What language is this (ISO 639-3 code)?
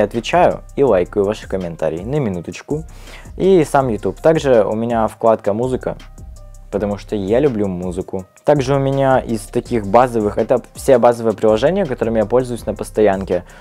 rus